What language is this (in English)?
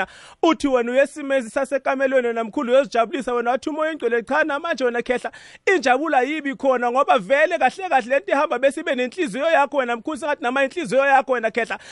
South Ndebele